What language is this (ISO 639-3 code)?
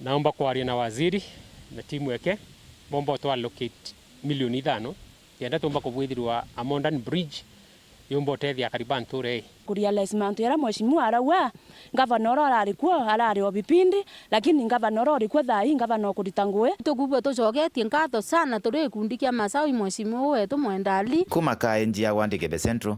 mer